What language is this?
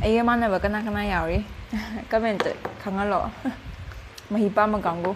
Manipuri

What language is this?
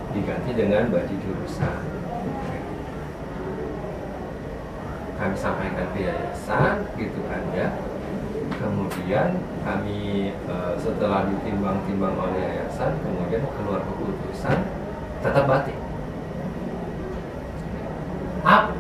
Indonesian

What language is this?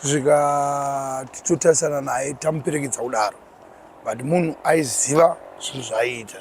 Shona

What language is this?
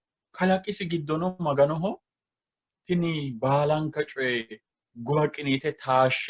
Sidamo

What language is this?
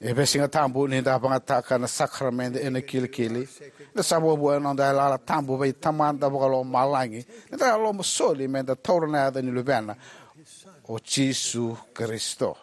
Fijian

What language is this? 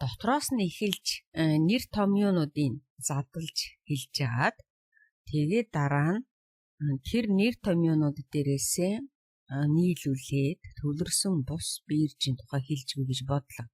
Mongolian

